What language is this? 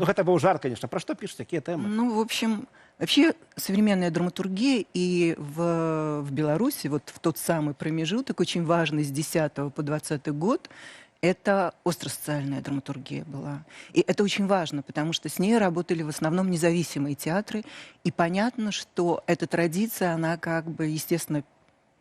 Belarusian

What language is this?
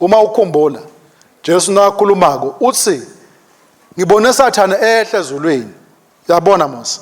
Swati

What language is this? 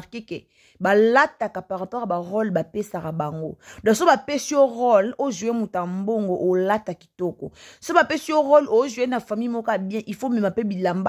Lingala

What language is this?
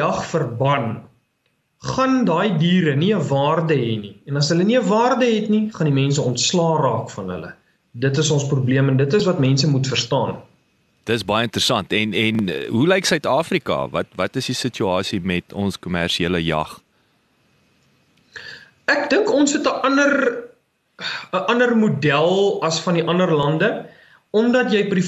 Afrikaans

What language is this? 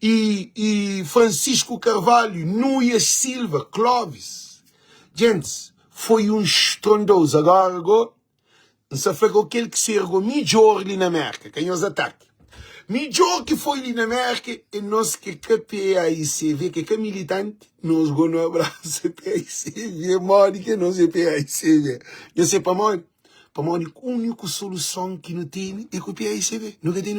Kabuverdianu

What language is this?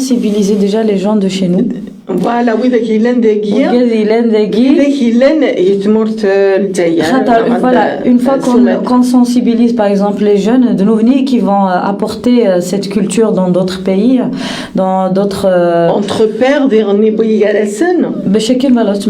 Kabyle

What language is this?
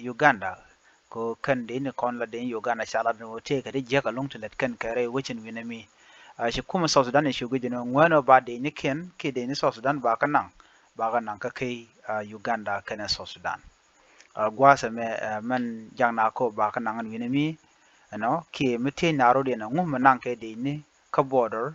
Nuer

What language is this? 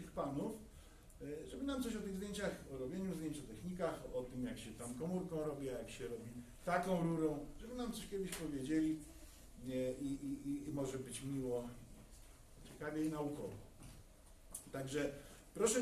Polish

